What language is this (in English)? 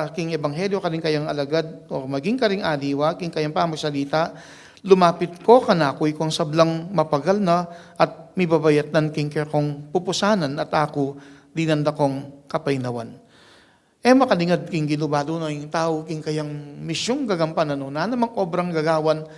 Pampanga